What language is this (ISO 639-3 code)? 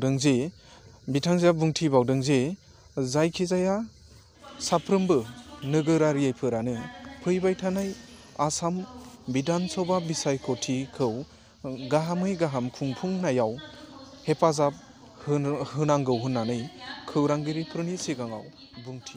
brx